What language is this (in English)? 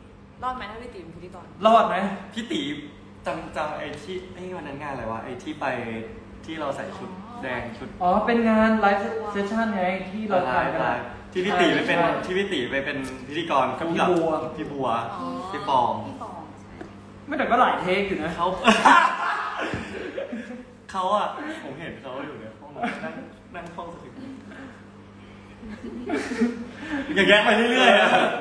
Thai